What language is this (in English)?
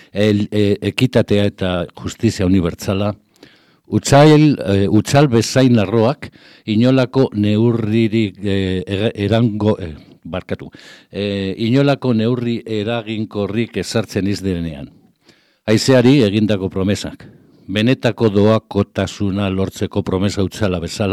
Basque